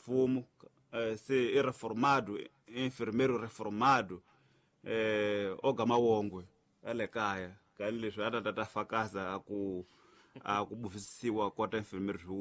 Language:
Tsonga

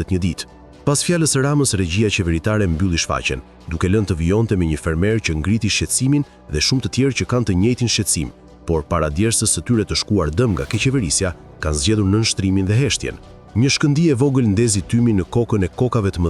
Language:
Albanian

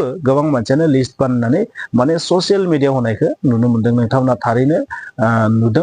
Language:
Bodo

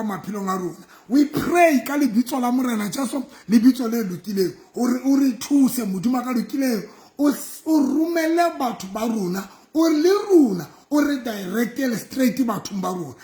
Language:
Southern Sotho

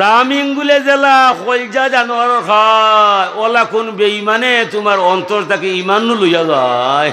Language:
Sylheti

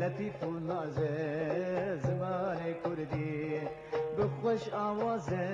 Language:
Kurdish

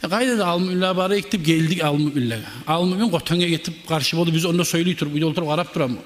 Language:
Kumyk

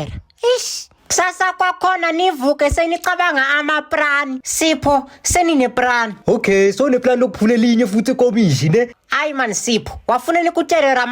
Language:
Zulu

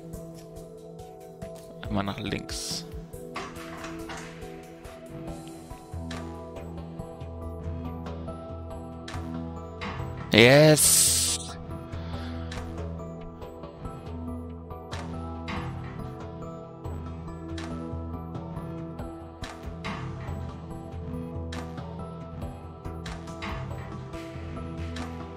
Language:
German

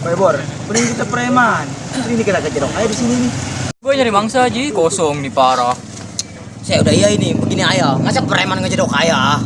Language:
Betawi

